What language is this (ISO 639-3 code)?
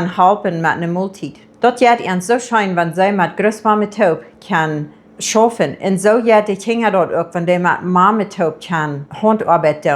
pdt